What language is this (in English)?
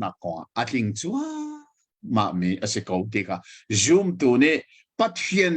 Hakha Chin